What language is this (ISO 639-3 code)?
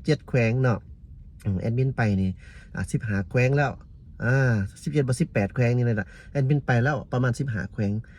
lao